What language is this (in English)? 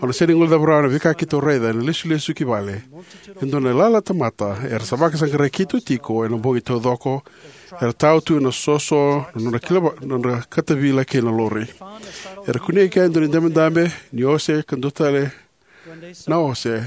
Fijian